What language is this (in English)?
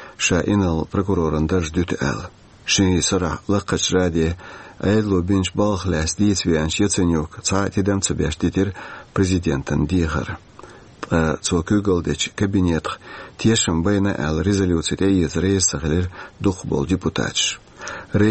Chechen